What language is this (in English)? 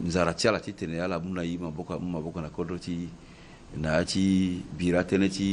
Sango